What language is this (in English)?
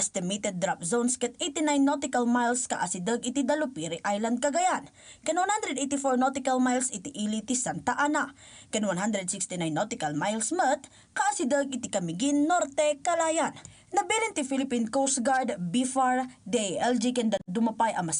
Iloko